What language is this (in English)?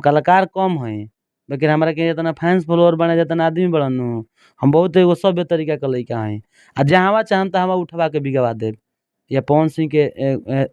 Bhojpuri